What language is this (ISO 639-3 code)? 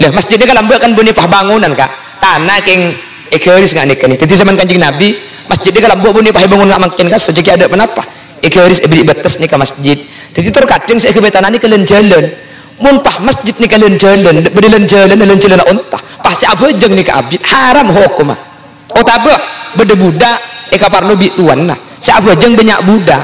mad